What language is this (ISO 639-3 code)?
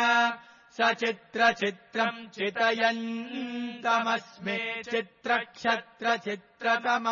san